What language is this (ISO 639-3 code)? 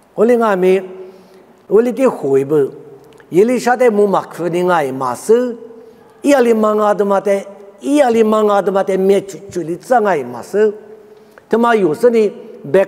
lis